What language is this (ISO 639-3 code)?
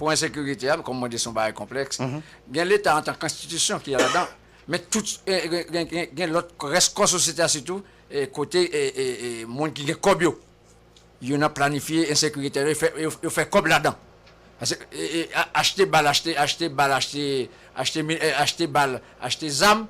hat